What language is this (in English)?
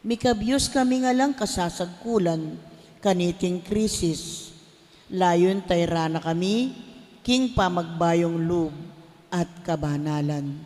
Pampanga